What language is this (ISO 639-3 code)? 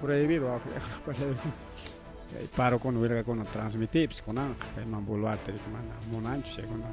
quy